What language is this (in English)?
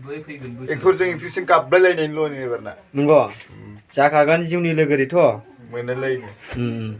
Bodo